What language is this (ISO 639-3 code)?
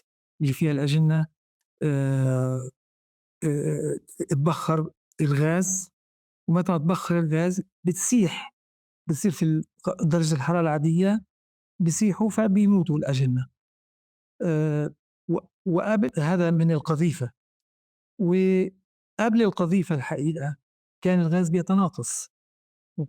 apc